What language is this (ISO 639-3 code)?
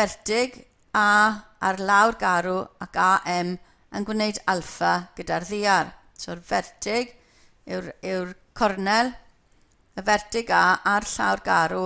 cym